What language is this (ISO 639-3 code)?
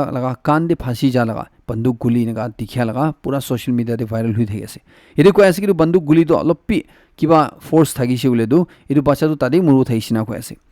nag